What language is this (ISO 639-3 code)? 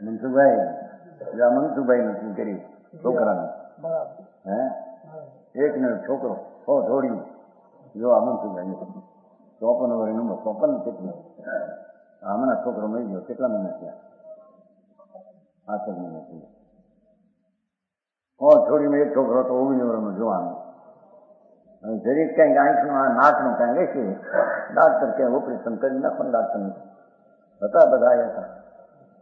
guj